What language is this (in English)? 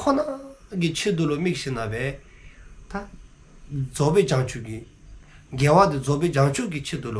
Dzongkha